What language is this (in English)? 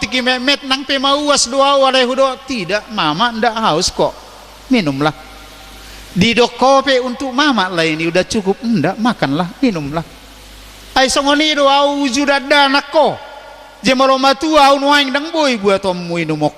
Batak Toba